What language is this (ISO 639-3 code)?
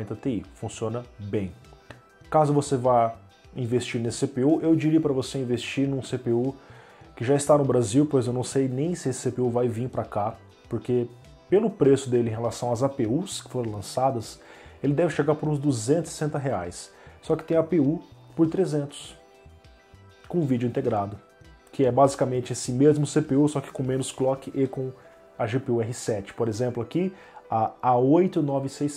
por